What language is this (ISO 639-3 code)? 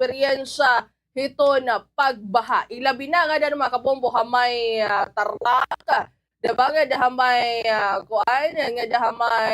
war